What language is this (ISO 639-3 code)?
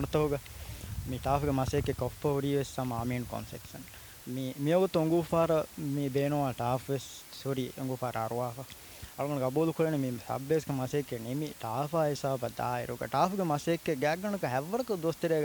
div